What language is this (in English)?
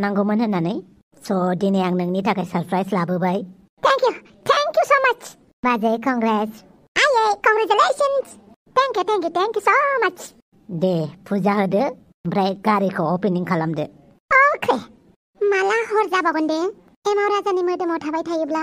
Bodo